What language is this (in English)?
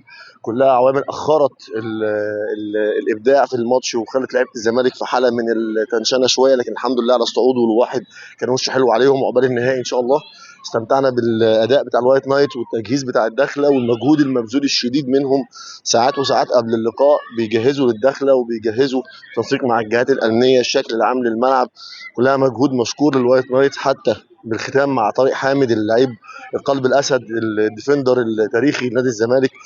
Egyptian Arabic